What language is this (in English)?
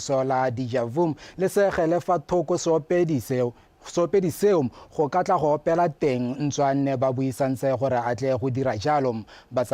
Tswana